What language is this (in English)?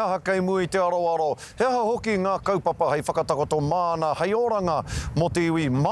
Māori